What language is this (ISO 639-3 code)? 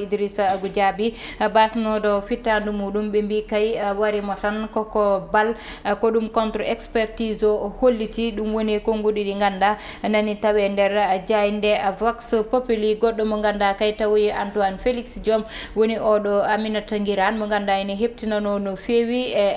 ful